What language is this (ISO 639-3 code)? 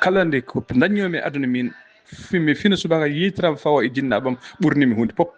ful